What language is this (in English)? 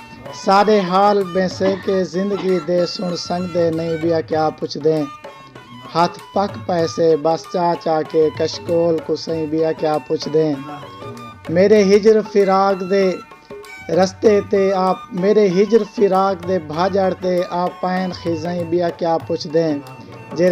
Saraiki